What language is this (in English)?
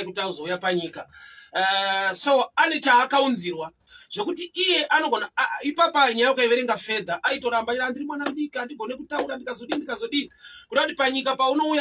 Shona